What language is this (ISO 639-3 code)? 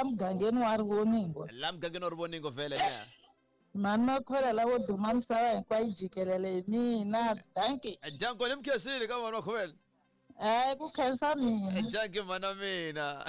tso